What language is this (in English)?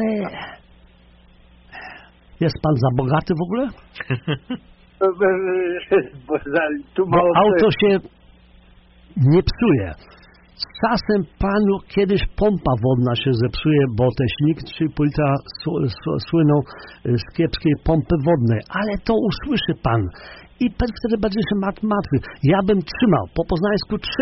Polish